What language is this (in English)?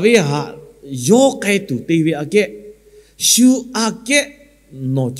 Lahu